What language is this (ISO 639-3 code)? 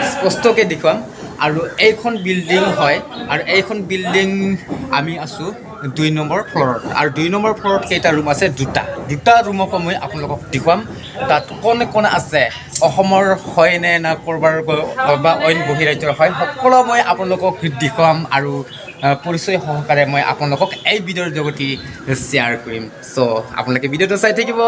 asm